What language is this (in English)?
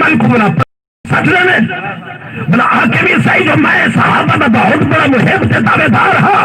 Saraiki